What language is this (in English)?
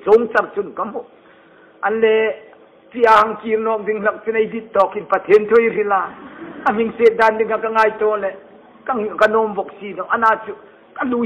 Hmar